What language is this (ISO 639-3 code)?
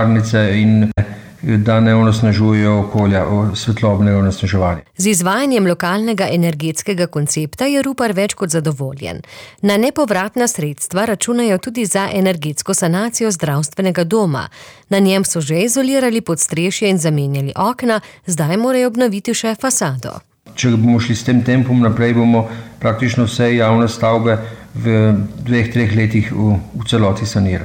slv